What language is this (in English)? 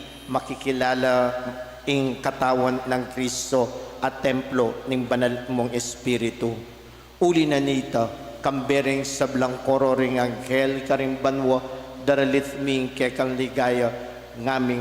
Pampanga